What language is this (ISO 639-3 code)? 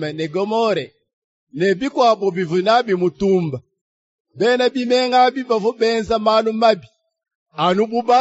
lua